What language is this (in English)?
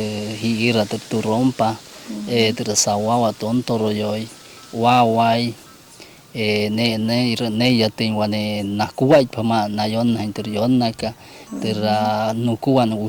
Wayuu